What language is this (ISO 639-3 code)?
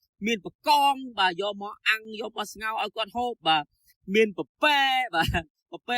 khm